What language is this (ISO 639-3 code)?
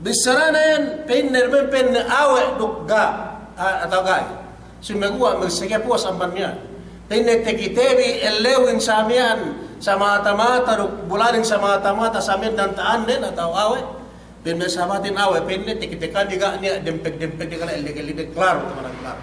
yka